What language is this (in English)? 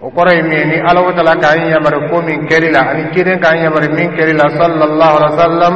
Dyula